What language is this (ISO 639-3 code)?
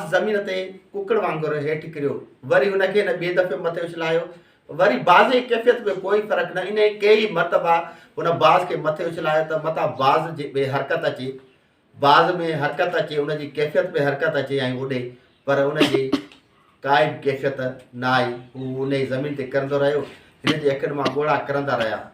snd